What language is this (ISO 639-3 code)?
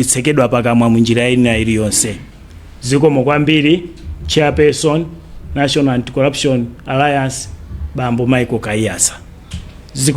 nya